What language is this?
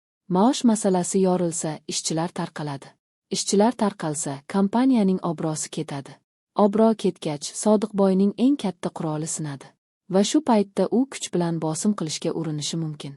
Uzbek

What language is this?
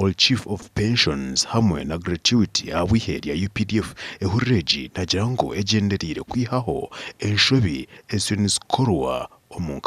Nyankole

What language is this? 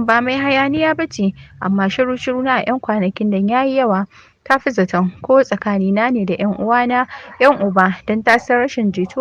Hausa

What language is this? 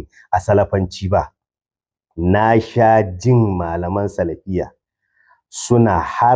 Hausa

